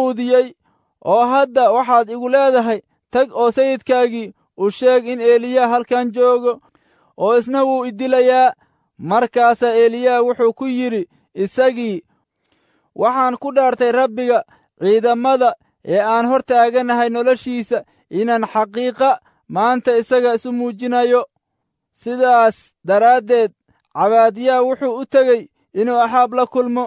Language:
Somali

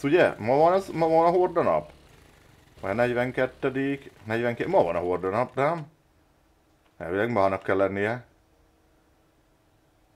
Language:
Hungarian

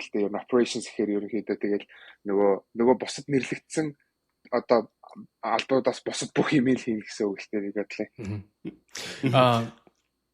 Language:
Mongolian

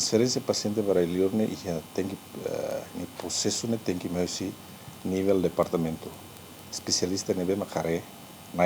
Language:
Tetum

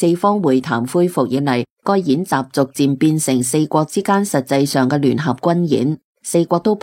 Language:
Cantonese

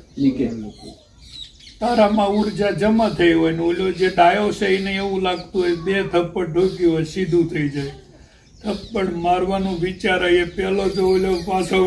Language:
Gujarati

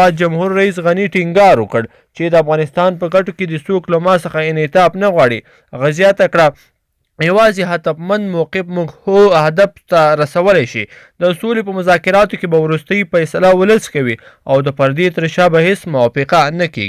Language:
Pashto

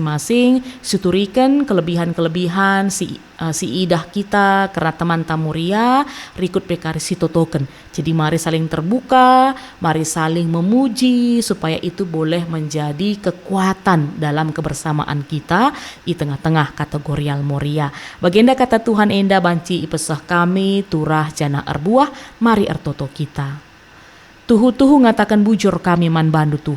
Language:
Batak Karo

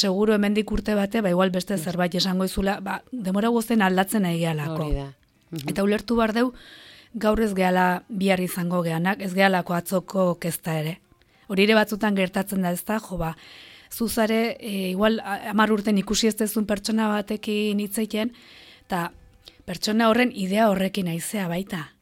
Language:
Basque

